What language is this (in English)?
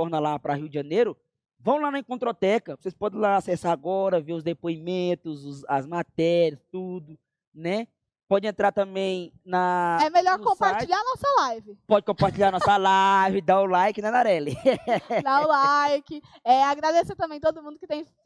Portuguese